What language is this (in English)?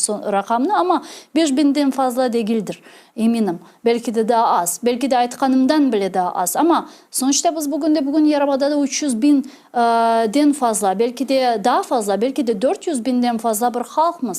Crimean Tatar